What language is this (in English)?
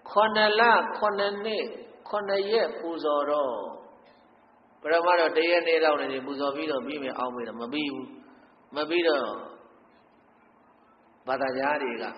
Burmese